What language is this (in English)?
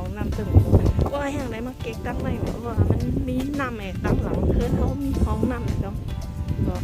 Shan